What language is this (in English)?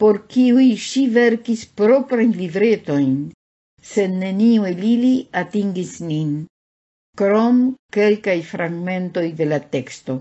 Esperanto